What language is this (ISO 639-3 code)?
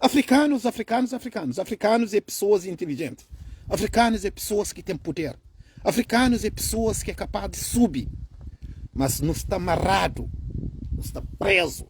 kea